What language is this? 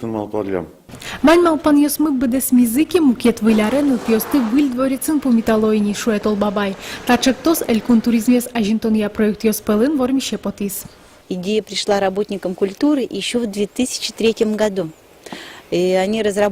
Udmurt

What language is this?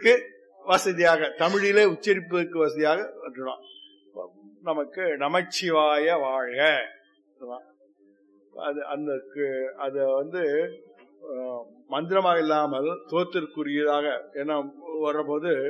Tamil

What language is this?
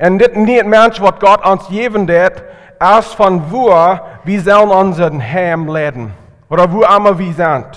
Plautdietsch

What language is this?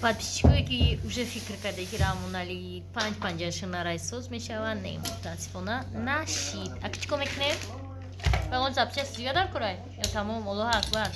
Tajik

